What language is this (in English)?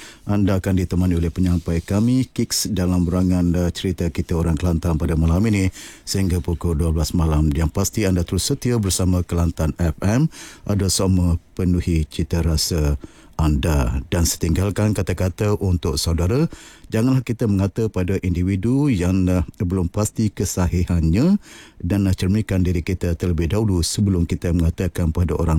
Malay